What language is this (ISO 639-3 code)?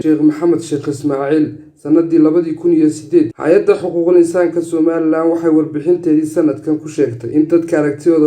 som